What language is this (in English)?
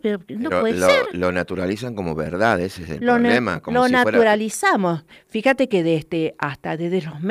Spanish